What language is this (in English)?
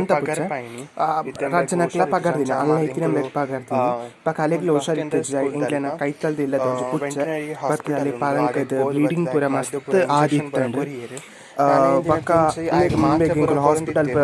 Tulu